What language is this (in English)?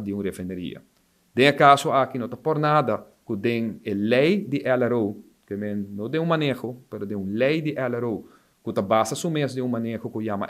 Papiamento